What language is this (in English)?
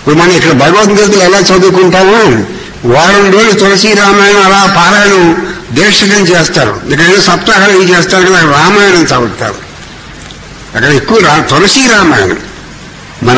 Telugu